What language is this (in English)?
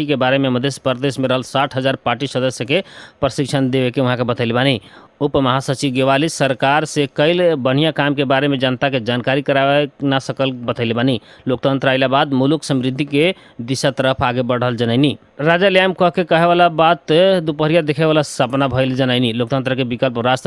Bhojpuri